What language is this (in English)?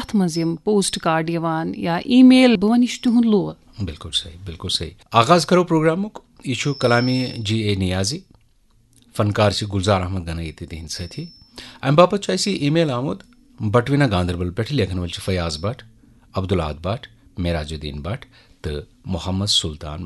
Kashmiri